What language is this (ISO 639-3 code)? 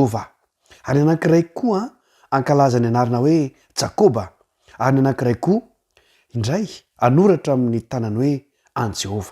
mlg